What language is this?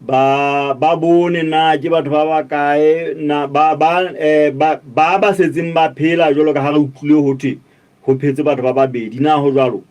Southern Sotho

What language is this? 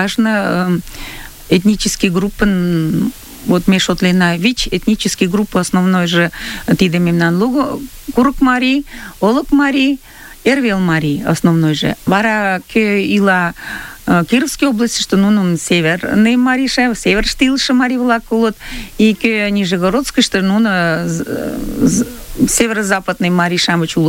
Mari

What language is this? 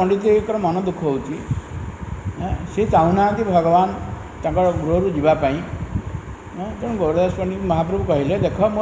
Odia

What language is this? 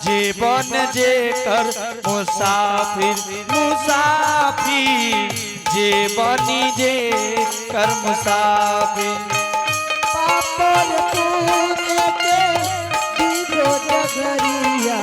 Angika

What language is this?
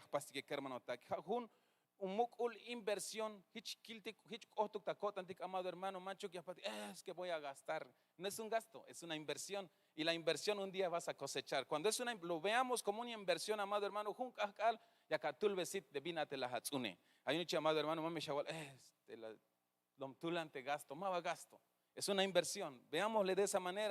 Tzeltal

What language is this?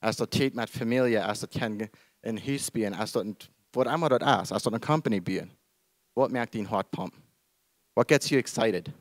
Plautdietsch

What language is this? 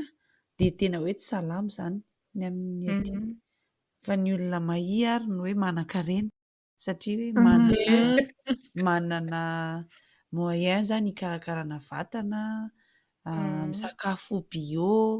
Malagasy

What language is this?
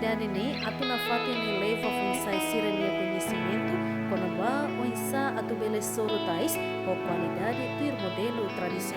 Tetum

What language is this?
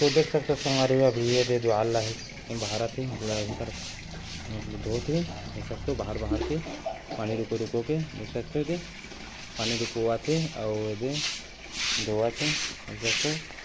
Chhattisgarhi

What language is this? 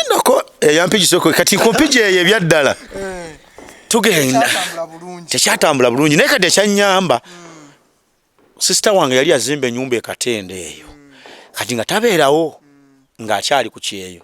Ganda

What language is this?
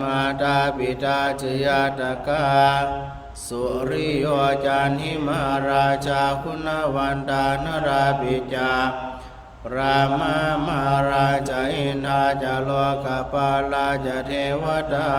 Pali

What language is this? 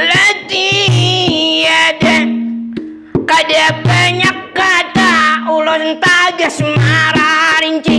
Banjar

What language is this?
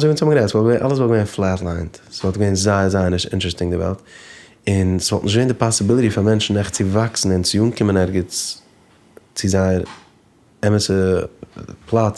Yiddish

